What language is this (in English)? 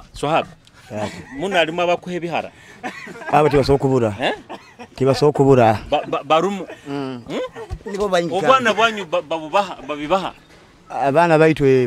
Tooro